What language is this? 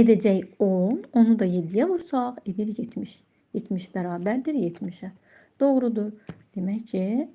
Azerbaijani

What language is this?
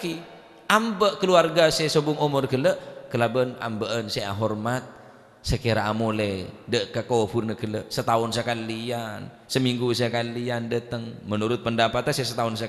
Madurese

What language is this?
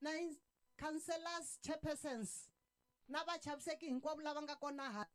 Tsonga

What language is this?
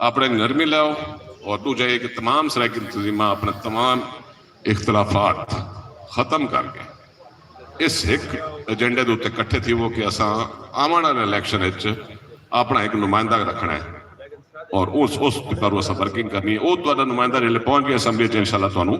Saraiki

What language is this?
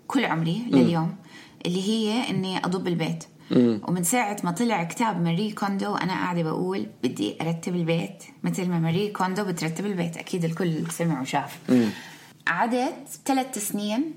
North Levantine Arabic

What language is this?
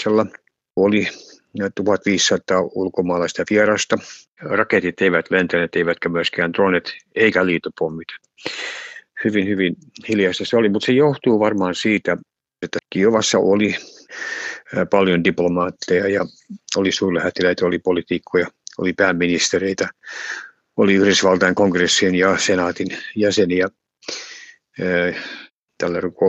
Finnish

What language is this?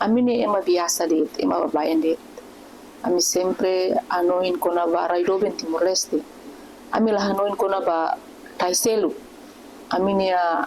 Tetum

